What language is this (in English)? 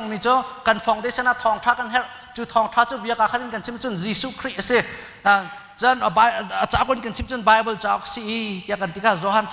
Hakha Chin